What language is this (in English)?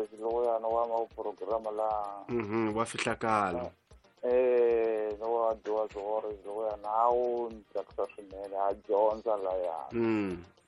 Tsonga